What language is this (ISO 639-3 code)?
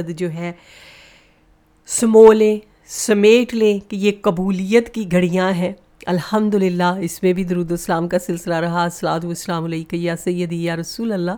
urd